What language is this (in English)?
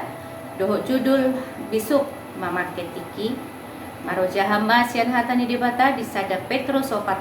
Batak Toba